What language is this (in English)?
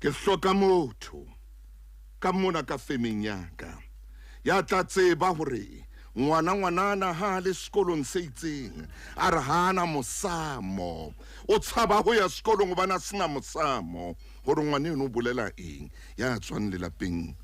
Southern Sotho